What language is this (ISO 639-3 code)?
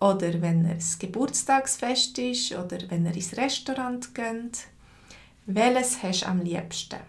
gsw